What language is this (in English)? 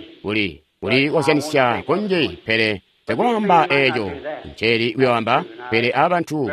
Tonga (Zambia)